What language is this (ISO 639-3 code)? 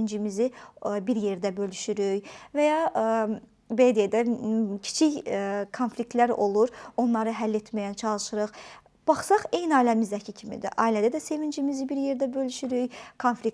aze